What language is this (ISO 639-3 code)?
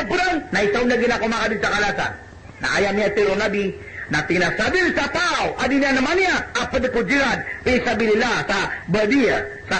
mrw